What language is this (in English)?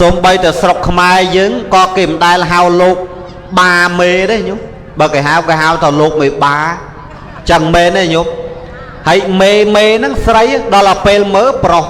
Khmer